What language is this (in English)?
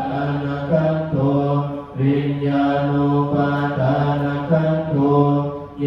Pali